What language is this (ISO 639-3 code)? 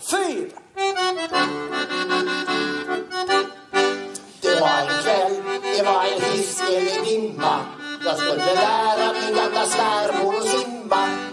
swe